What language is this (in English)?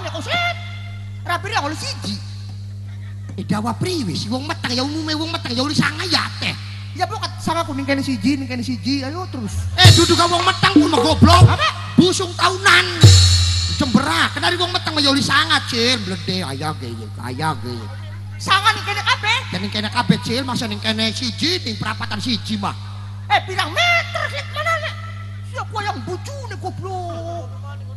Javanese